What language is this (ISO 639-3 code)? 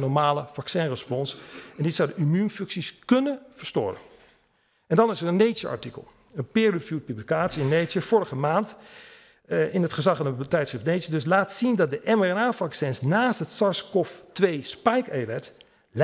nld